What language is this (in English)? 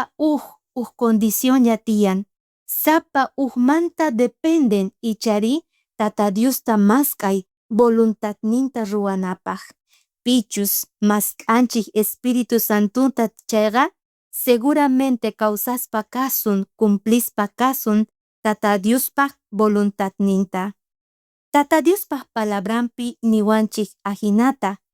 South Bolivian Quechua